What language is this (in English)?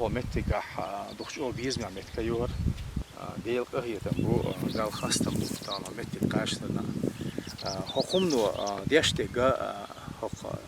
Chechen